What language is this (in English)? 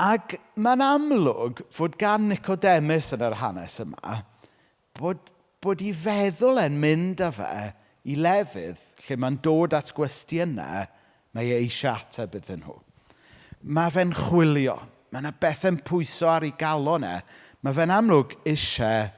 Welsh